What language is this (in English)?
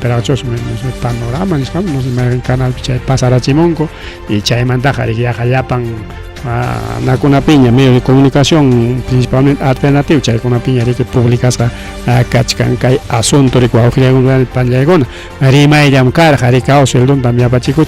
Ayacucho Quechua